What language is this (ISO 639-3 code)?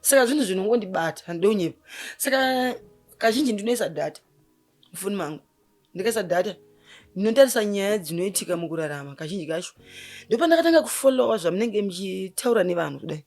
sna